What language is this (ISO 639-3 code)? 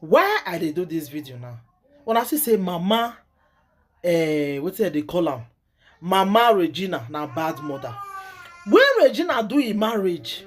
pcm